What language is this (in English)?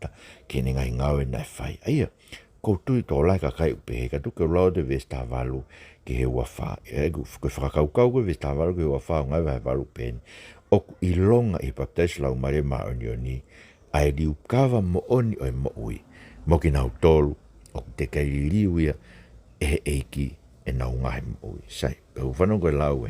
Tongan